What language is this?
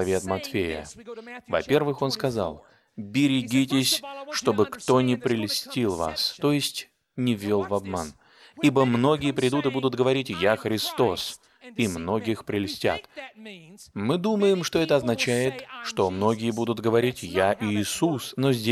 Russian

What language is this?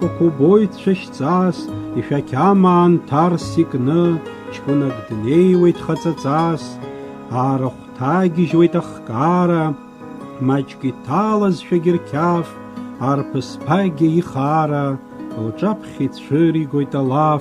Abkhazian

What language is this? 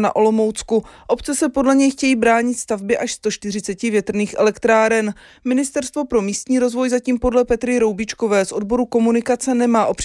Czech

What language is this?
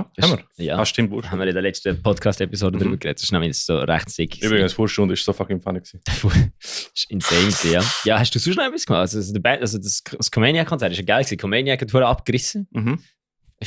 Swiss German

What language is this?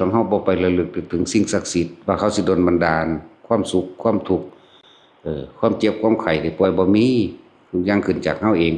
Northeastern Thai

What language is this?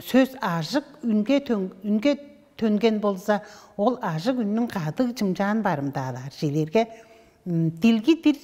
Tuvinian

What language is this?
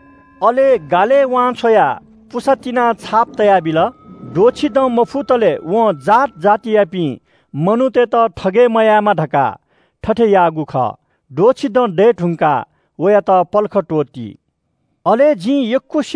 Newari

